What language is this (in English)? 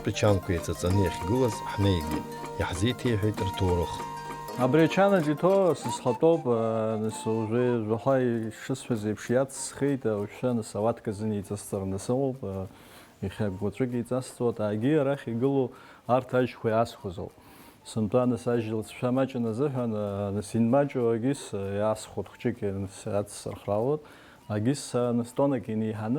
Abkhazian